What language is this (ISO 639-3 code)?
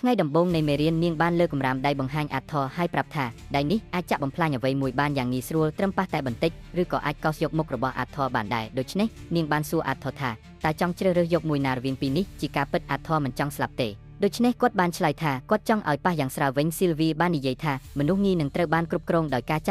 khm